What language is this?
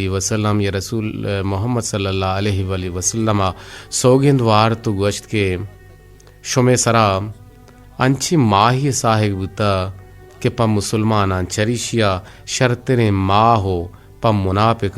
Eastern Balochi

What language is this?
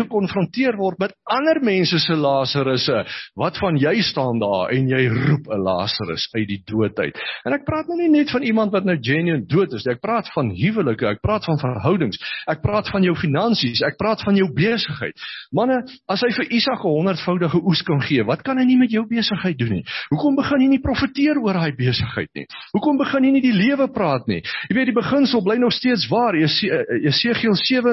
Afrikaans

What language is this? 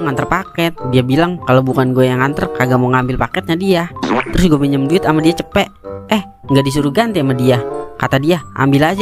Betawi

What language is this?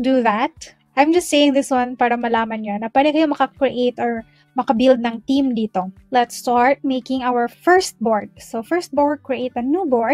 Filipino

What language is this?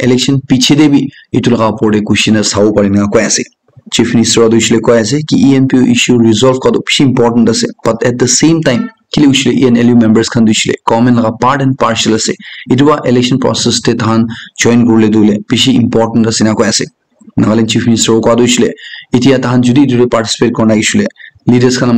Naga Pidgin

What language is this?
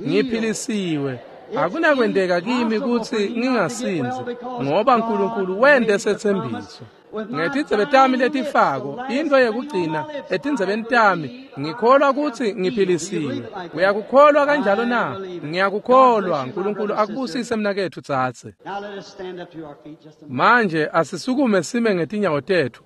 Swati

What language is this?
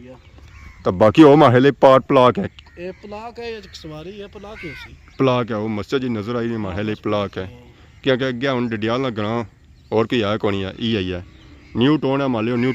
Pahari-Potwari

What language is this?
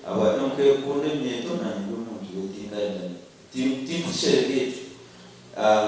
Nyankole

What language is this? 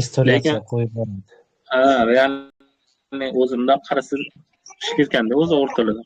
Uzbek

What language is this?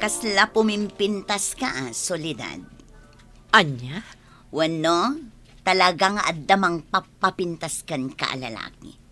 Iloko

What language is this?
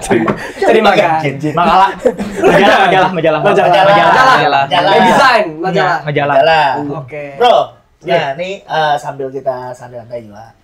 Banjar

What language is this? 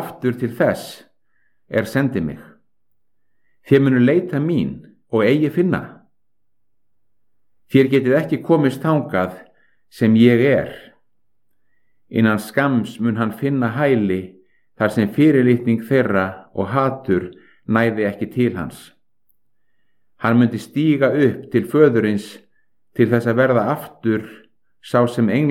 Icelandic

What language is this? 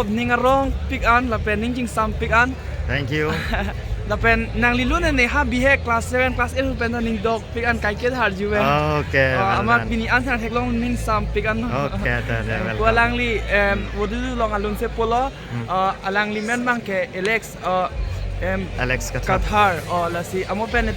Karbi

